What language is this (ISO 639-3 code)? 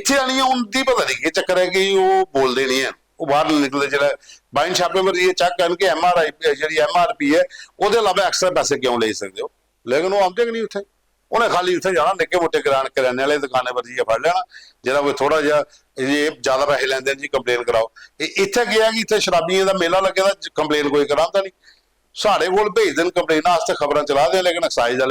doi